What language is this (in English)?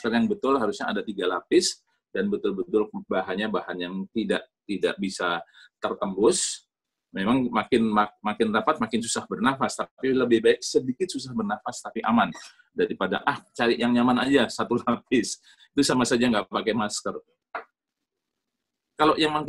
Indonesian